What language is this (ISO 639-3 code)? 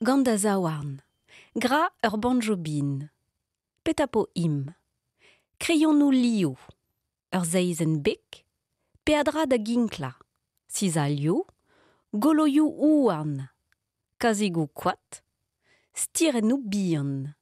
bre